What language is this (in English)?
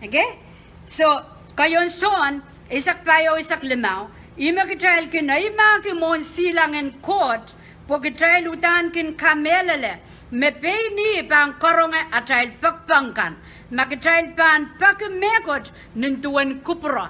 Pohnpeian